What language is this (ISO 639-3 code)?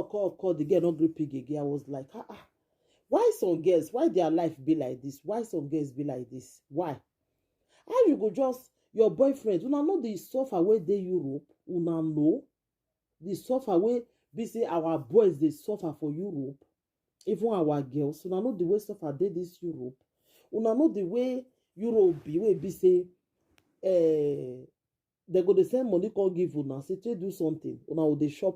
pcm